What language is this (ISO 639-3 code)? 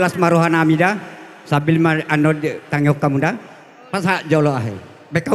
bbc